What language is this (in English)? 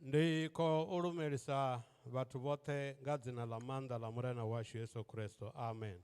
Venda